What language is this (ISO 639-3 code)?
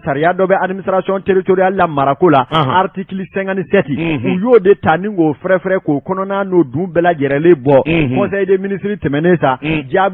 bam